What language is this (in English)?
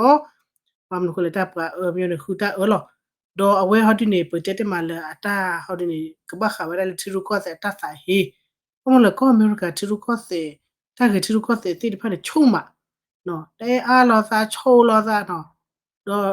S'gaw Karen